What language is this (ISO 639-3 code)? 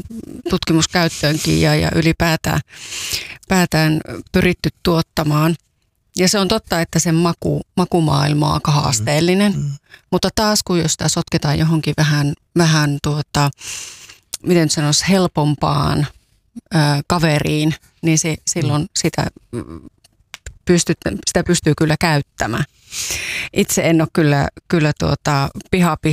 fin